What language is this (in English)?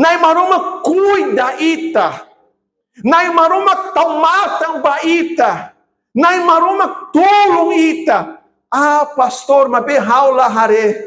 Tetum